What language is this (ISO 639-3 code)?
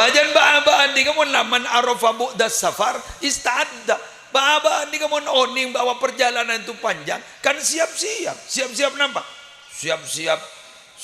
mad